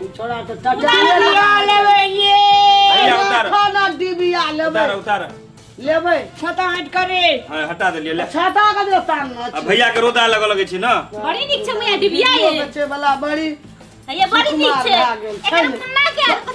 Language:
Maithili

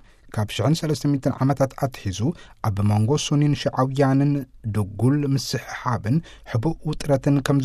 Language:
Tigrinya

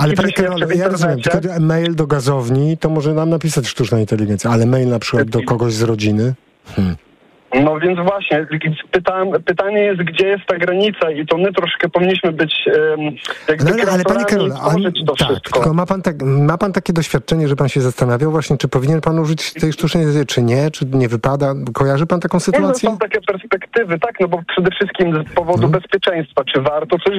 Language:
Polish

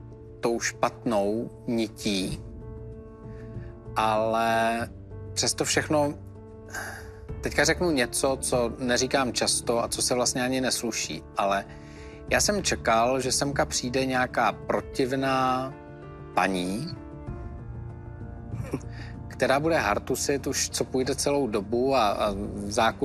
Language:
Czech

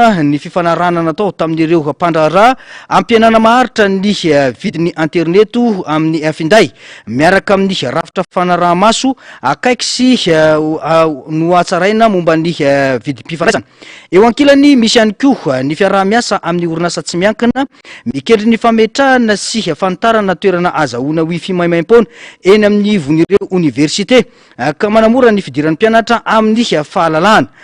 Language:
Malagasy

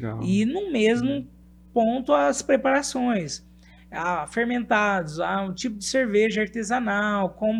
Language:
Portuguese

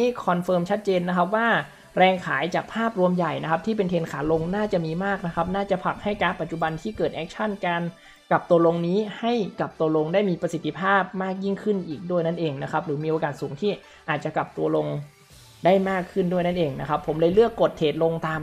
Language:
Thai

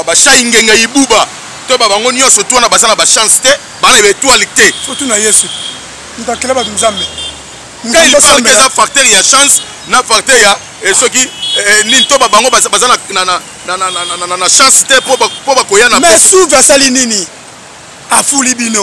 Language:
Lingala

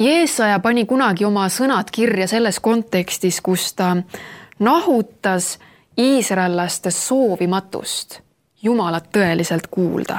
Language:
Estonian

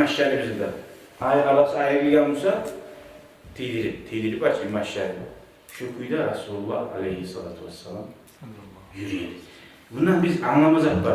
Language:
Kumyk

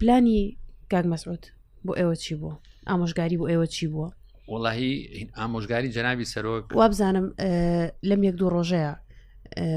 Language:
Central Kurdish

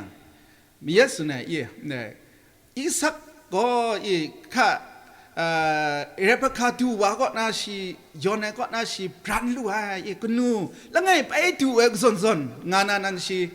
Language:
Kachin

